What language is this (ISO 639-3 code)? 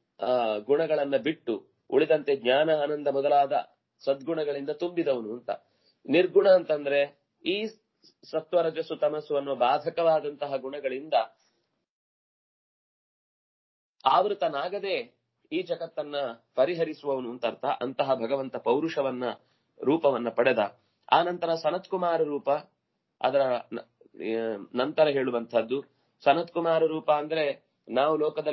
kan